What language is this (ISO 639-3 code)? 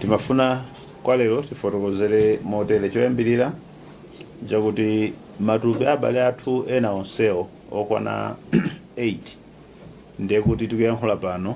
nya